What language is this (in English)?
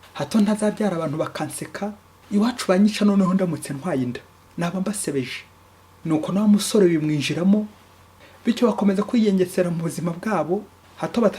Kinyarwanda